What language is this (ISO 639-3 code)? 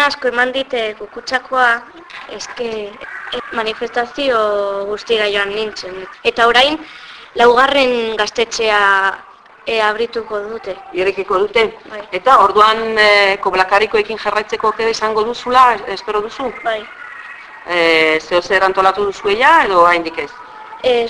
eus